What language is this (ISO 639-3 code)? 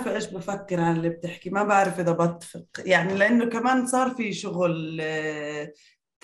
apc